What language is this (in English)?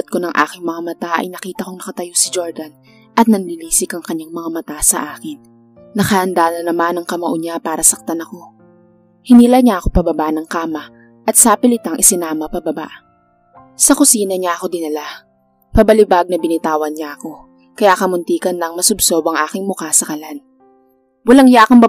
Filipino